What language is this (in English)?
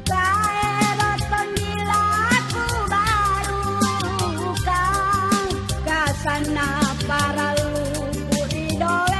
Makasar